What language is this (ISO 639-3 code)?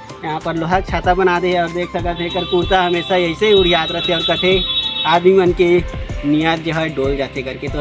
hne